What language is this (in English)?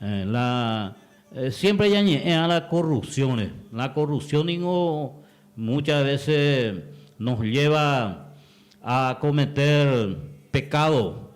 Guarani